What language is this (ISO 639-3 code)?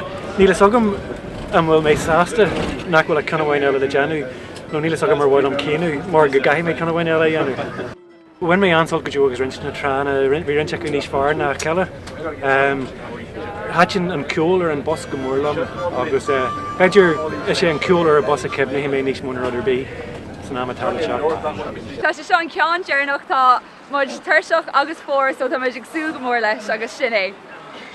gle